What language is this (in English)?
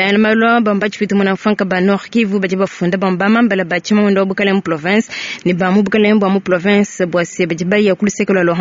Luba-Lulua